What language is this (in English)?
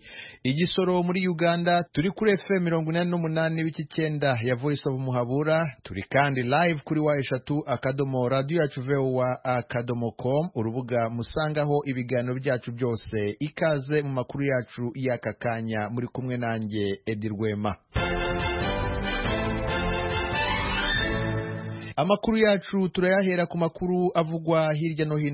Kinyarwanda